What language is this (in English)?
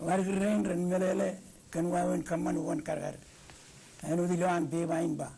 Marshallese